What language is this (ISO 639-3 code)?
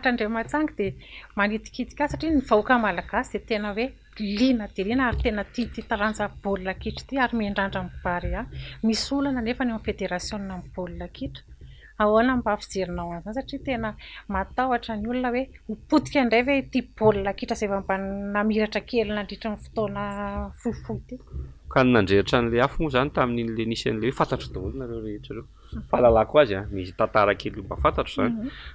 mlg